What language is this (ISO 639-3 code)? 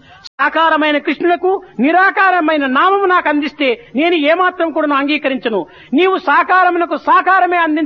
tel